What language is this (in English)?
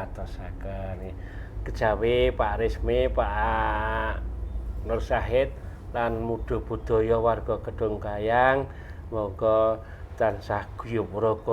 Javanese